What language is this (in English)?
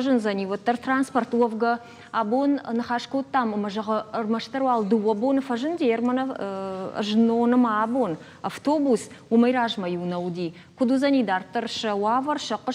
Ossetic